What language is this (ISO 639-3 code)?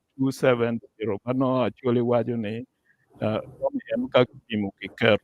ach